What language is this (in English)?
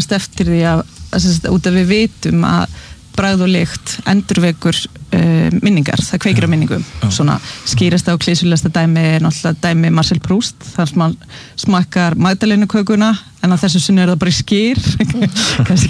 Icelandic